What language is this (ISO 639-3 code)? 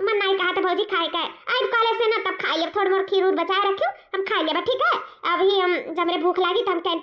awa